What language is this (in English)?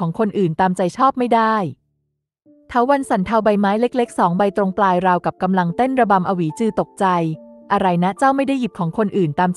Thai